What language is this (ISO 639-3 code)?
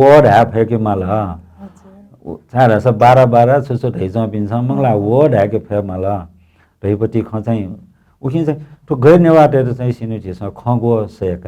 new